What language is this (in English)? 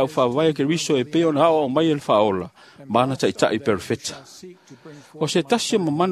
Samoan